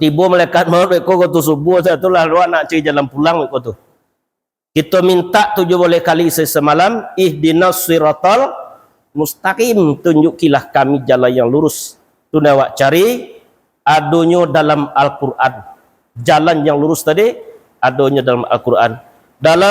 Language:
Minangkabau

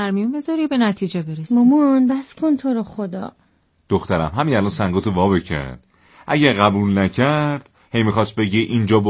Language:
Persian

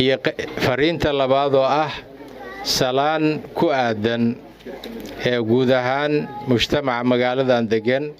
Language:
Somali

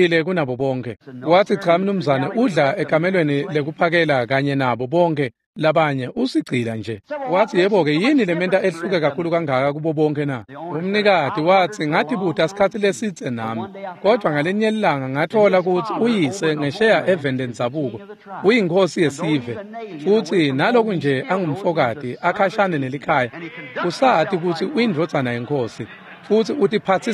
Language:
Swati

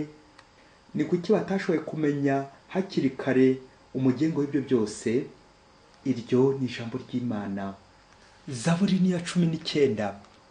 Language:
Kinyarwanda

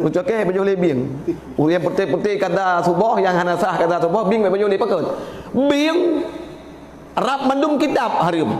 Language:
Achinese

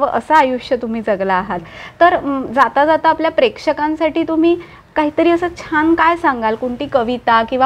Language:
Marathi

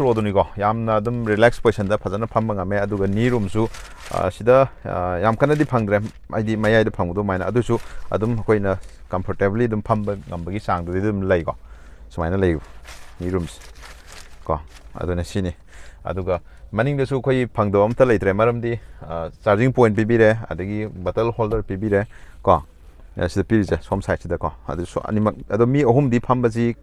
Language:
Manipuri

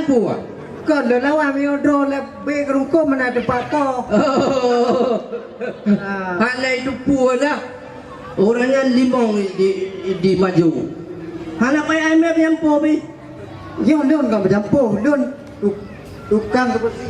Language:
Achinese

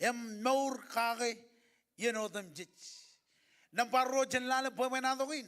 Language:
Marshallese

